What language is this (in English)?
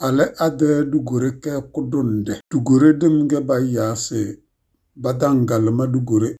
Tem